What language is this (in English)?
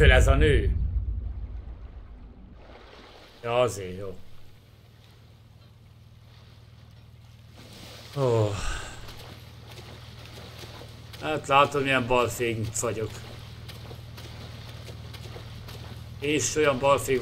Hungarian